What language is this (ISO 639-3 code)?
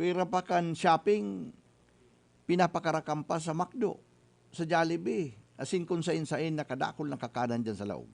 bik